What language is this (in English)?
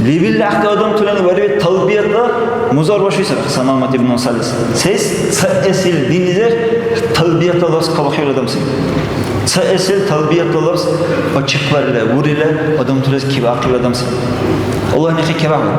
Dargwa